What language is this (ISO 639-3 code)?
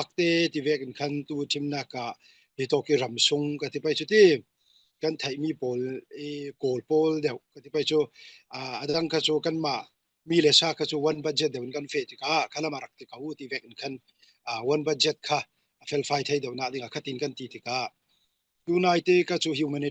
cfm